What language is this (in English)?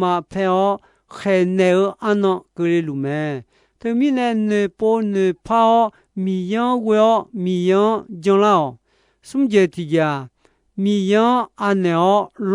Akha